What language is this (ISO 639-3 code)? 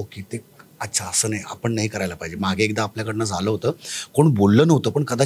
mar